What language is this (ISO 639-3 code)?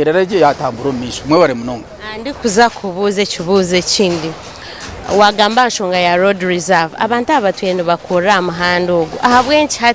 nyn